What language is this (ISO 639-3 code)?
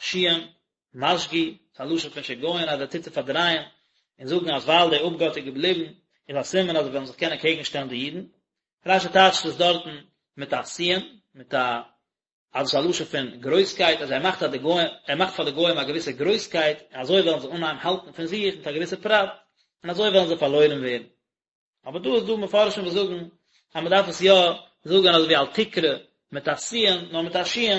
yid